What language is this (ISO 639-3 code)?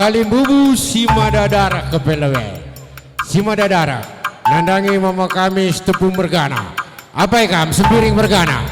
btx